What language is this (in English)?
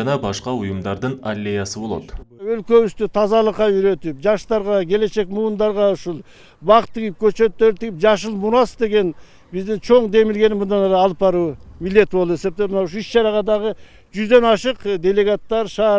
Kyrgyz